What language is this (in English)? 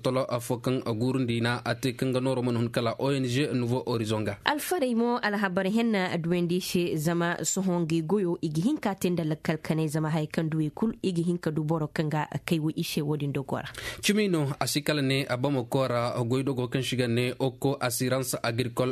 Koyraboro Senni